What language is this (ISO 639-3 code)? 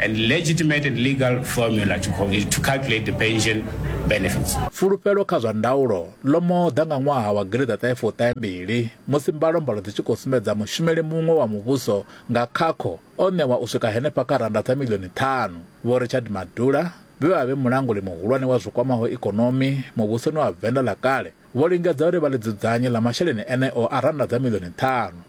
ven